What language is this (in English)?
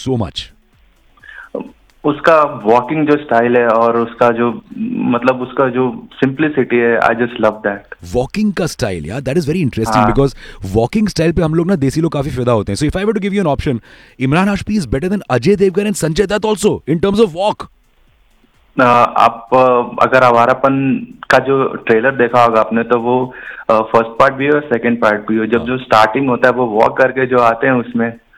Hindi